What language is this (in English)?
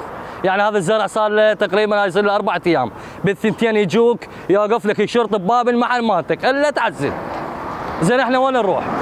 Mesopotamian Arabic